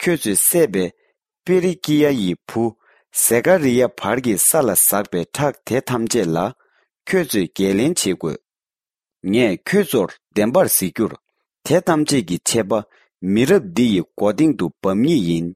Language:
Tibetan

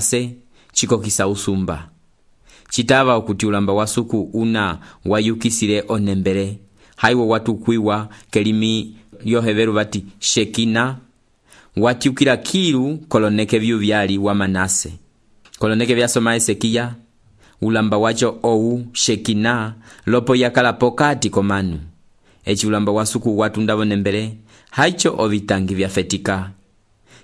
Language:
Umbundu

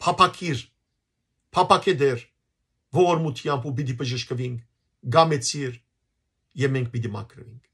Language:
Western Armenian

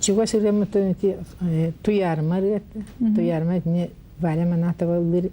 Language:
Yakut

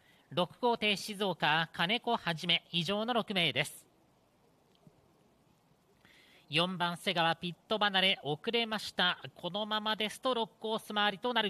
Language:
Japanese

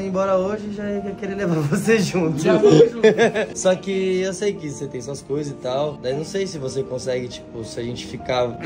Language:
Portuguese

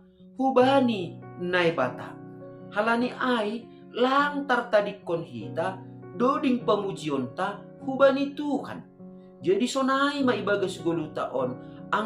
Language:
Batak Simalungun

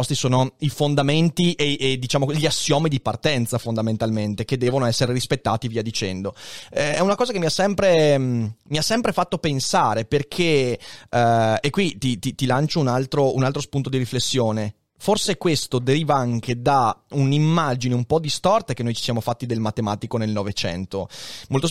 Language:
Italian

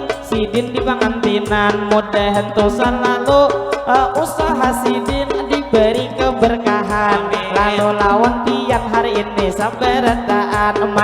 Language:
Banjar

